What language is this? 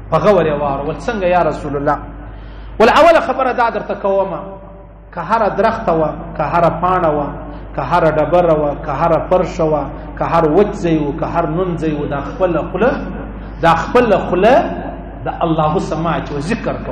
Pashto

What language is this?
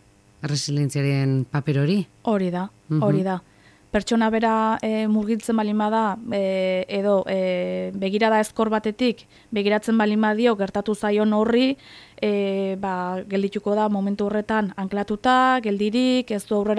Basque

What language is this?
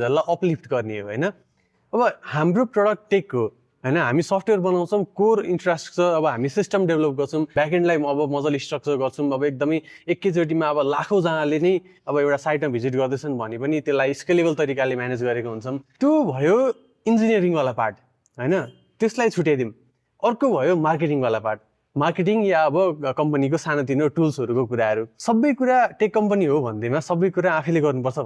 Nepali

